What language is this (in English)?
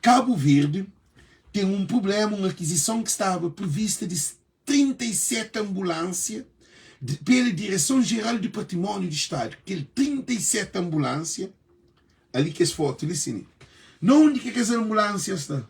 Kabuverdianu